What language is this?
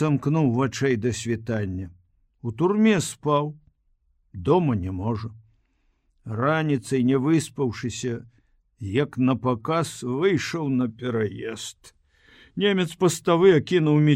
Belarusian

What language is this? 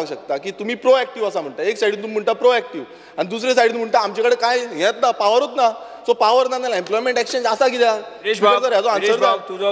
Konkani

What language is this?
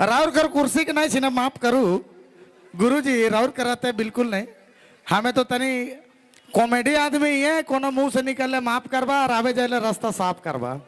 Sadri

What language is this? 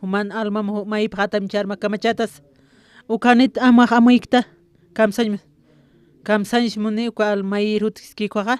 Aymara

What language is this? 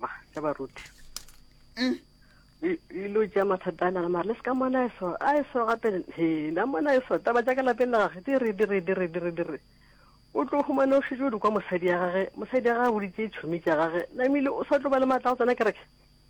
Northern Sotho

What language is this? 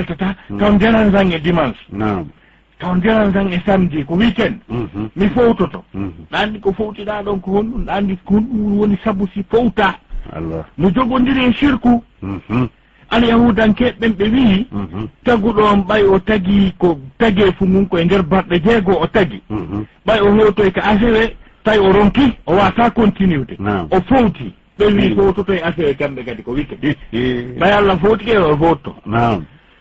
Fula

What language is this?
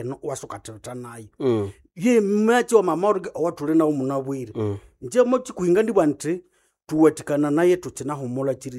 Nande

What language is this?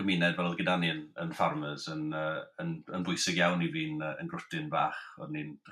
Welsh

